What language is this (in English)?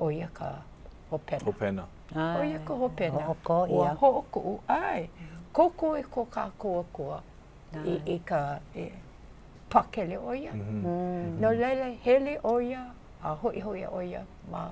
Hawaiian